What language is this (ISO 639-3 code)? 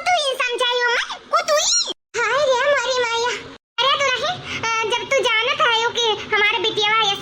awa